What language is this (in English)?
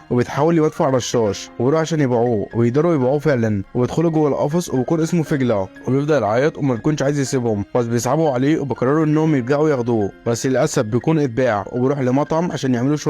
Egyptian Arabic